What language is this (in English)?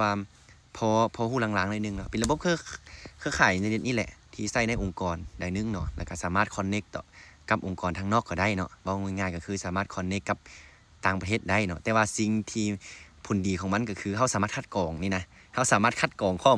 Lao